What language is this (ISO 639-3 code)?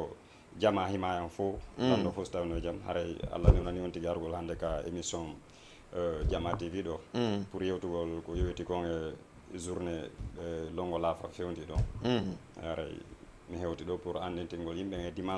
ful